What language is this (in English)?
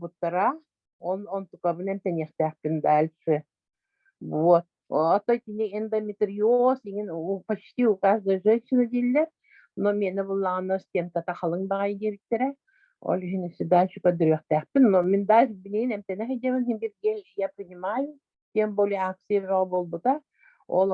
Yakut